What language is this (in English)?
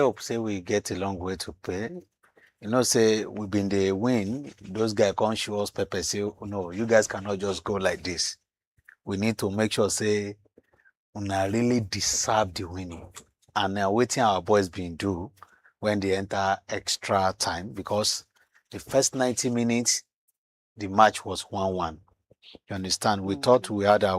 Nigerian Pidgin